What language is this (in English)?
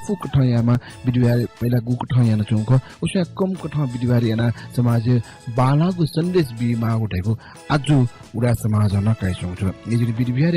Newari